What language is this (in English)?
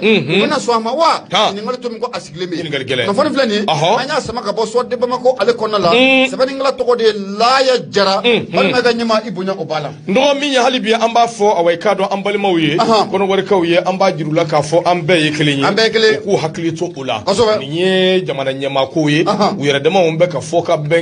Bambara